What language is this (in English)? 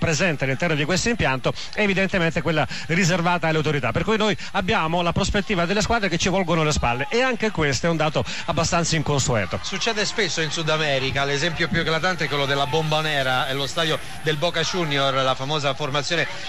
Italian